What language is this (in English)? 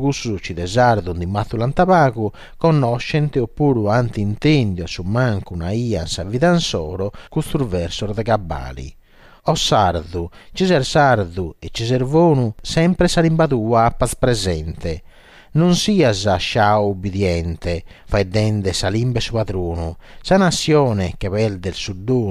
Sardinian